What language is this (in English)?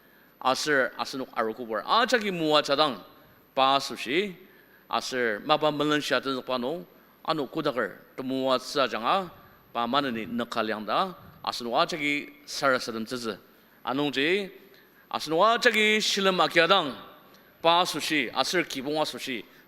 Ao Naga